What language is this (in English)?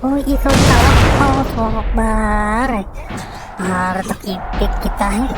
Banjar